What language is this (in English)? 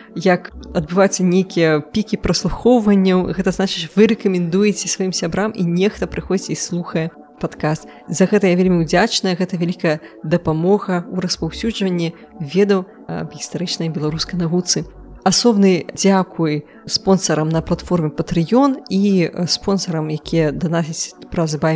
Belarusian